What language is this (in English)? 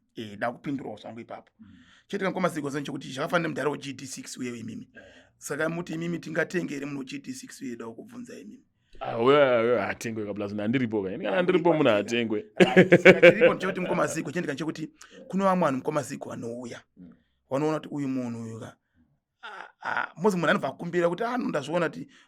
Shona